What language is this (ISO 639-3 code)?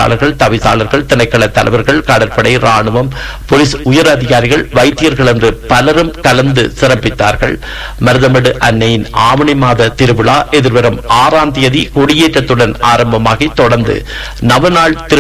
tam